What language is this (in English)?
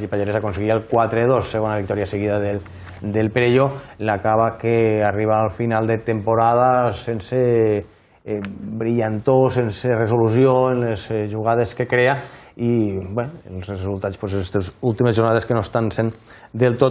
Catalan